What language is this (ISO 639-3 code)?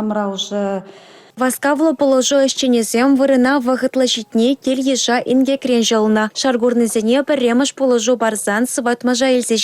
chv